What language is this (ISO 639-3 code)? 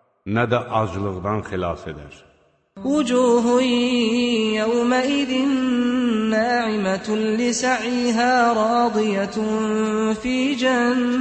aze